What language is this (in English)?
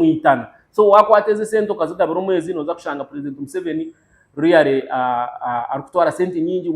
Nyankole